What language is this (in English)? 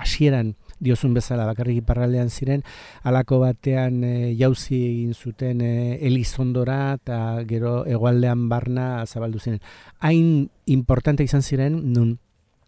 Basque